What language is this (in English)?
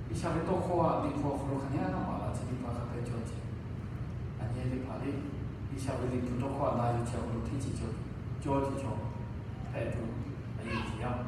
Lahu